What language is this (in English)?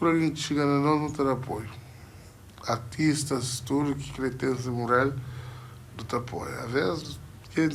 Kabuverdianu